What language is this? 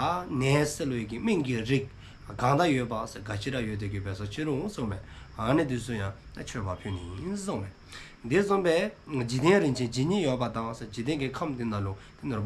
Dzongkha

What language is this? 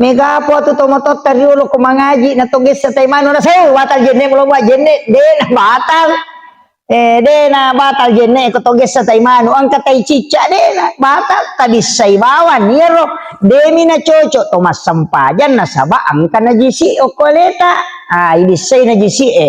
Buginese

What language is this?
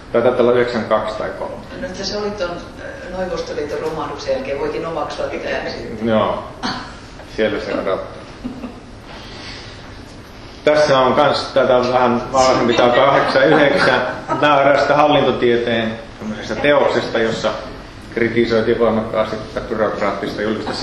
Finnish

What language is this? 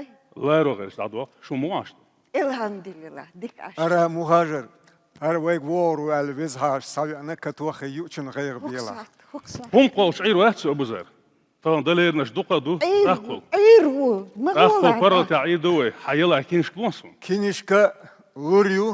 Chechen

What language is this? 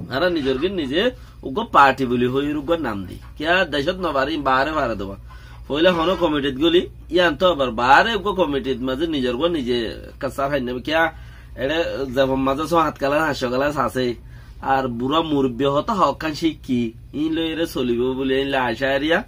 Rohingya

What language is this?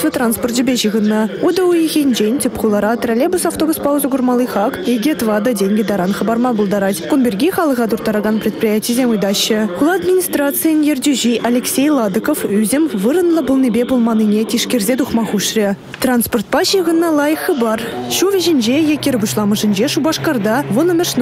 Chuvash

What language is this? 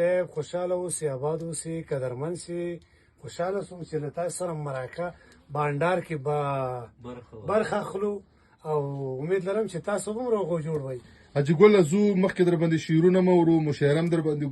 Pashto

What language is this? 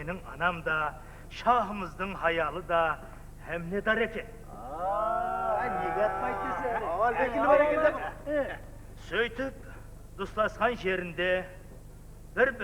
Kara-Kalpak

